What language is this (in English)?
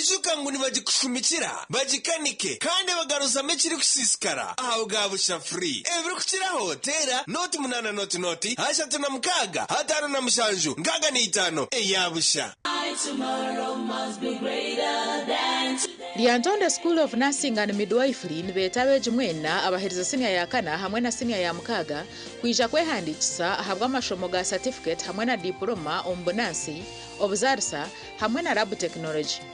Nyankole